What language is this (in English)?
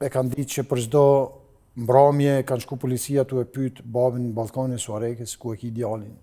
Albanian